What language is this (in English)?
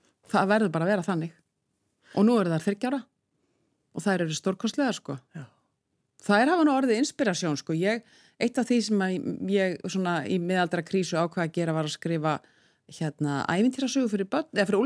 Icelandic